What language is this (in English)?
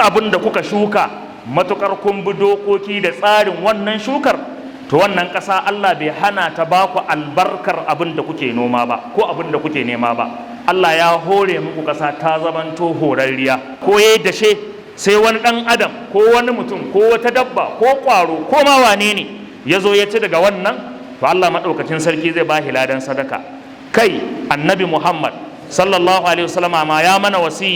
Hausa